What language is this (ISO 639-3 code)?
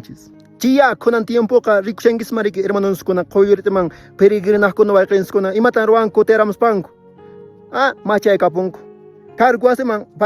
que